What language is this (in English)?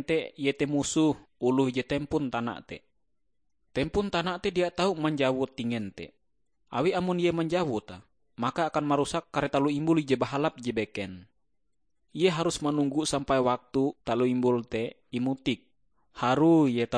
Ngaju